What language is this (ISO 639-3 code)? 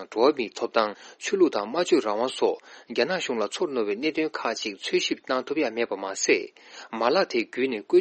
bod